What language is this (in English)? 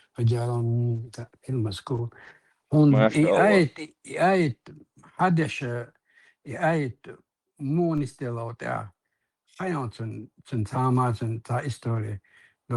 Chechen